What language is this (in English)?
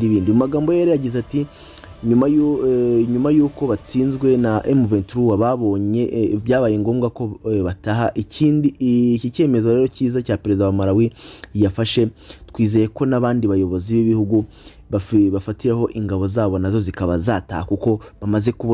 Kinyarwanda